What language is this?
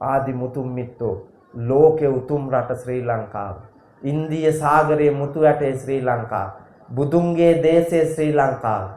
Sinhala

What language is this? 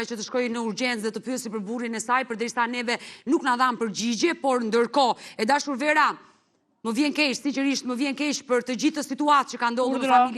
Albanian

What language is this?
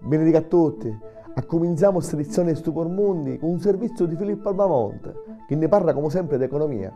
Sicilian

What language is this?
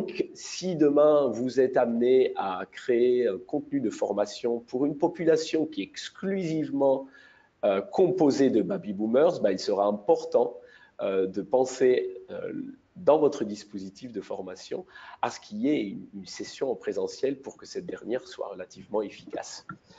French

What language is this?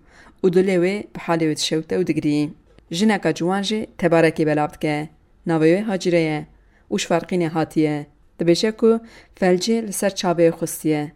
Kurdish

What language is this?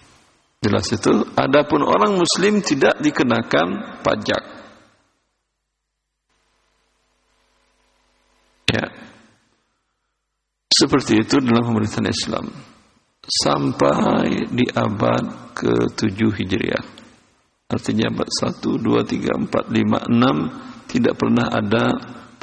Indonesian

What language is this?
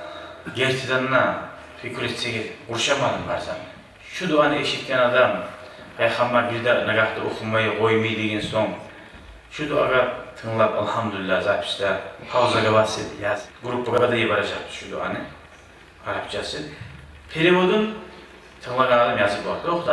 Kumyk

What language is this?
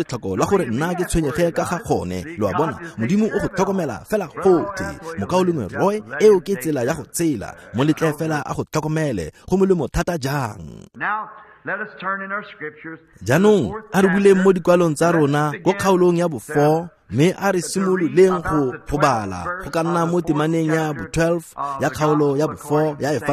Tswana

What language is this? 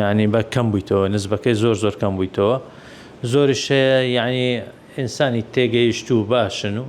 Central Kurdish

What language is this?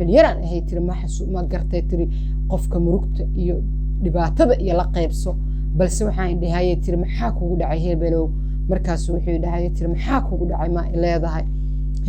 Somali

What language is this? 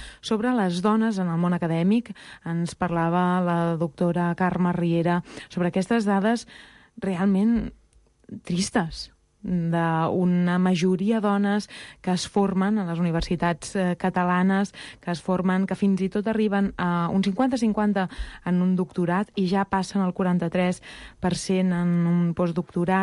Catalan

